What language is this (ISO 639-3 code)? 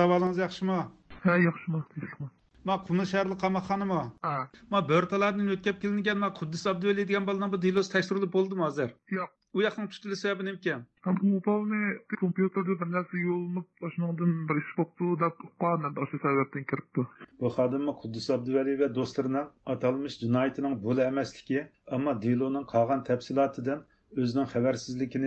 uig